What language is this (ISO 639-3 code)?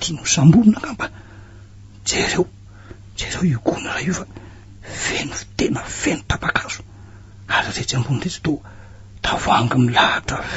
mlg